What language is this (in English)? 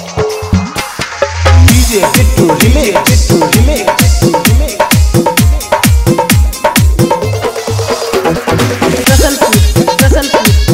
Bhojpuri